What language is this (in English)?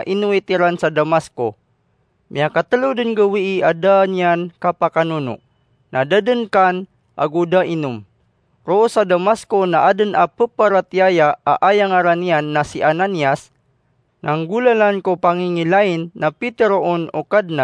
Maranao